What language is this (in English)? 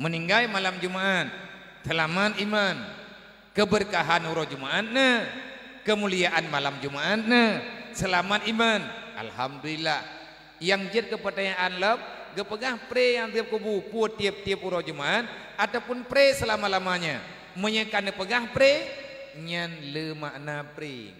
Achinese